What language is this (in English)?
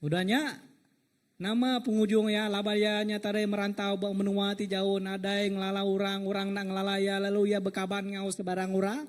Iban